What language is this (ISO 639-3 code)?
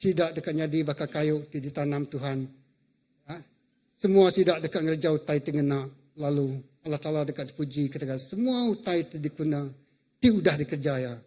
iba